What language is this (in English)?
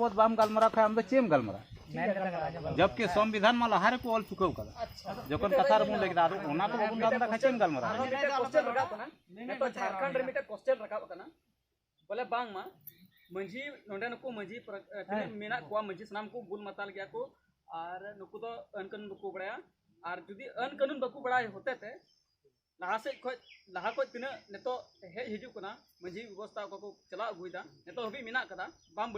Santali